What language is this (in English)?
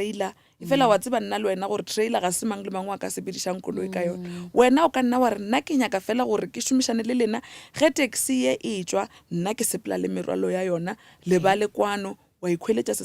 Northern Sotho